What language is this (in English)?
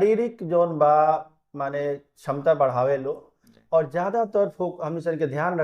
Bhojpuri